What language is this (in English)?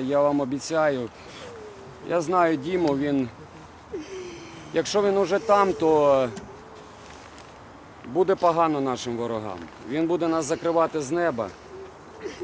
Ukrainian